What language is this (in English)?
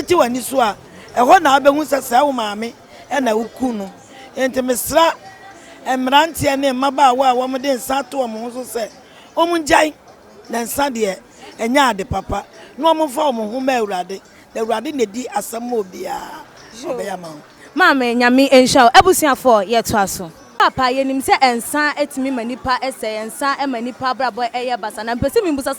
Akan